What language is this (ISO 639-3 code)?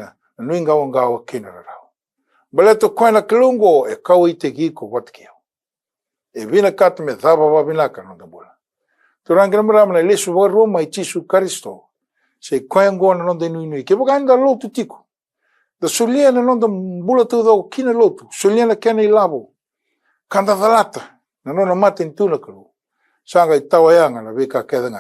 fij